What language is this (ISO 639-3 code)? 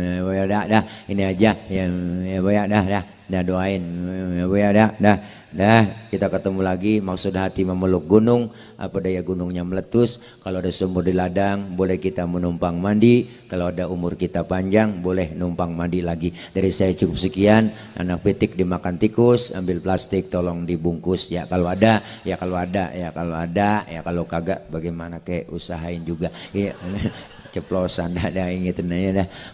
bew